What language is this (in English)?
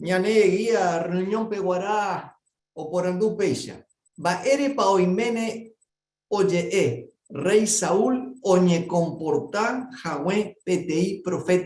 Guarani